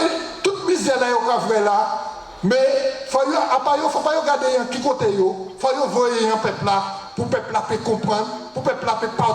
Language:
Guadeloupean Creole French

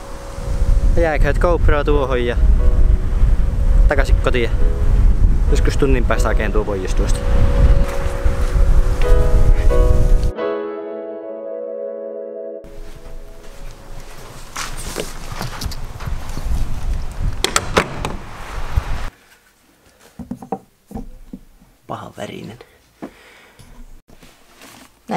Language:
Finnish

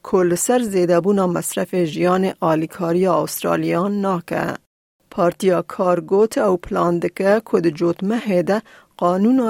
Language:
Kurdish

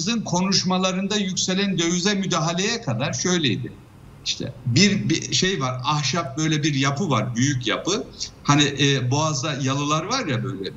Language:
Turkish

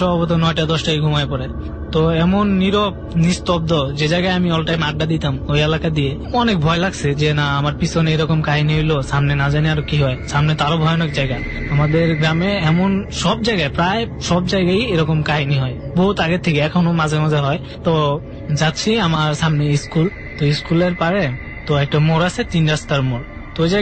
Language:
Bangla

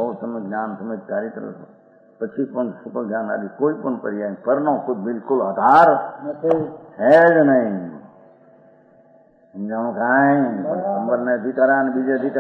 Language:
Gujarati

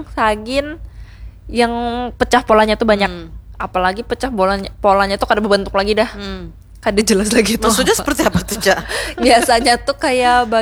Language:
Banjar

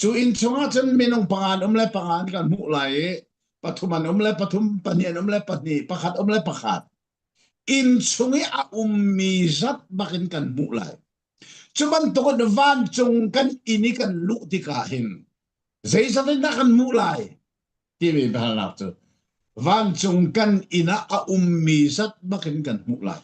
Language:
Falam Chin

